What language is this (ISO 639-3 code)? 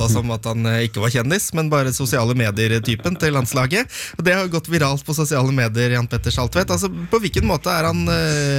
nor